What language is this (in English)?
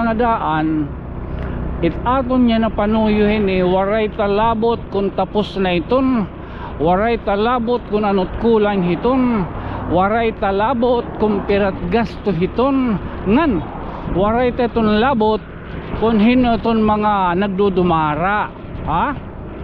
Waray